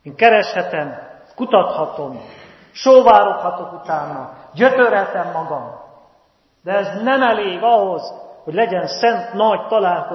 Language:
Hungarian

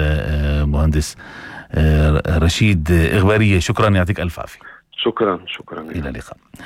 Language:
North Levantine Arabic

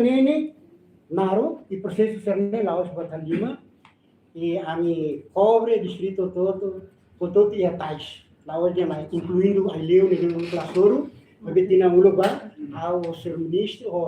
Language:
Tetum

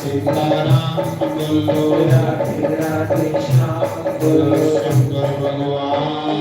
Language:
Dogri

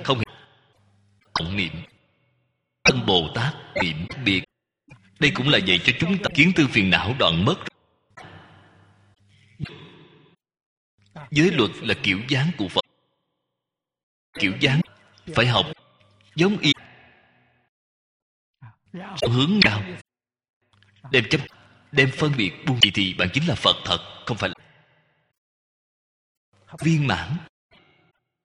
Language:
Vietnamese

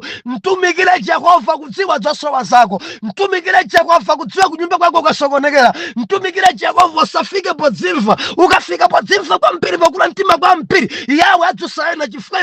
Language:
Nyanja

